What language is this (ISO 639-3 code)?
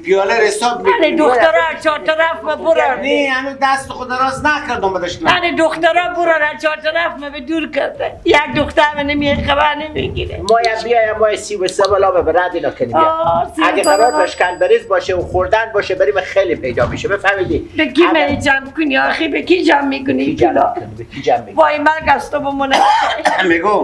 fas